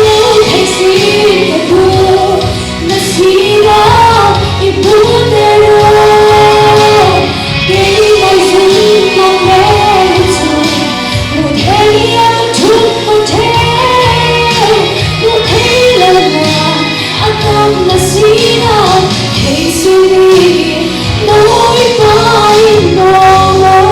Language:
Falam Chin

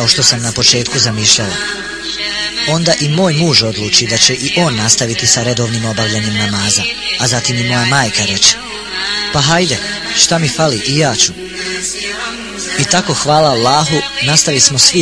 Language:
Bosnian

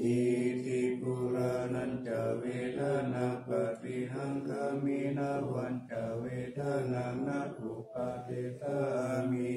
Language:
Pali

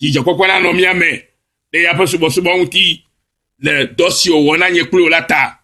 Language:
Ewe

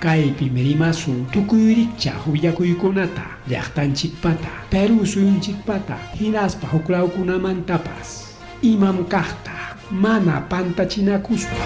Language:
Ayacucho Quechua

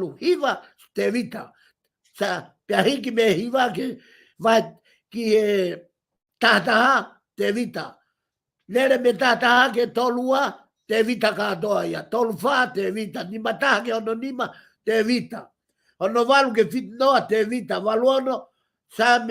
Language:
Tongan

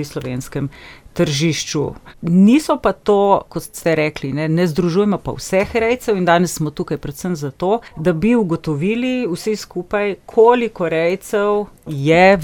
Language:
Slovenian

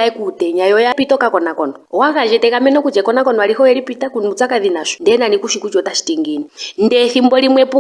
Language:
Ndonga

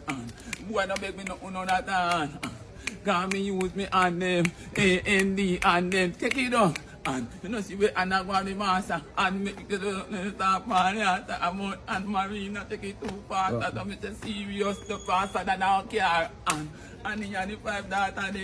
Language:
Jamaican Creole English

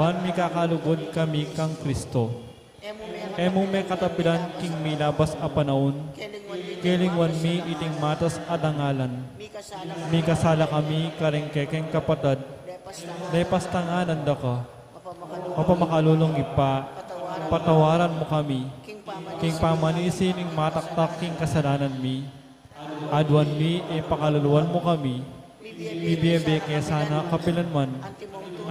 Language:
Pampanga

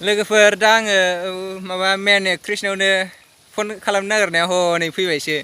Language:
Bodo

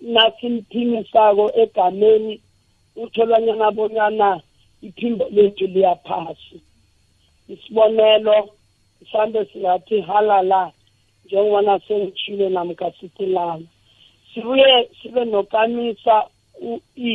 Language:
South Ndebele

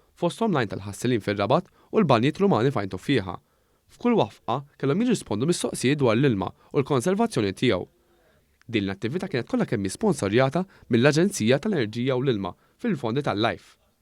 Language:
Maltese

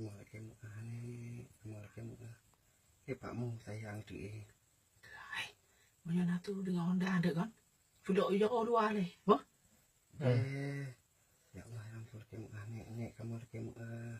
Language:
Achinese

